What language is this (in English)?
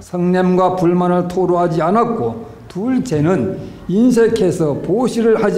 Korean